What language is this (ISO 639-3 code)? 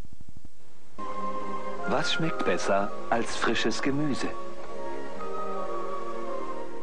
deu